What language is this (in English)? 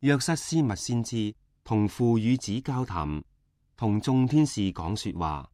Cantonese